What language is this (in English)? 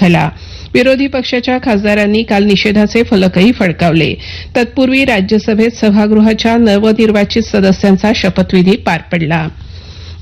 Marathi